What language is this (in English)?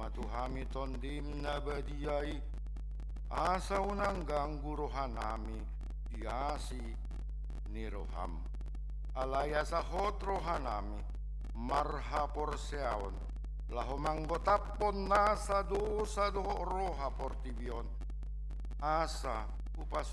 Batak Toba